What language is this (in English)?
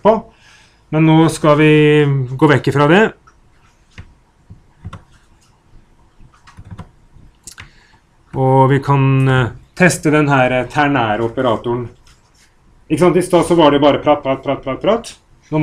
Norwegian